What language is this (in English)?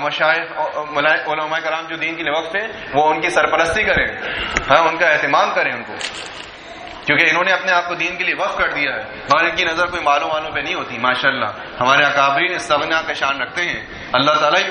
Urdu